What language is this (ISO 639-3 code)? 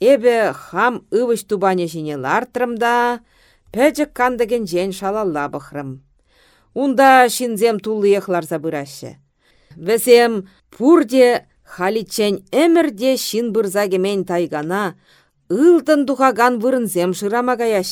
chv